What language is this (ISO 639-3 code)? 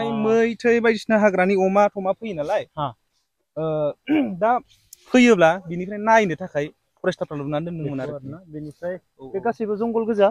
brx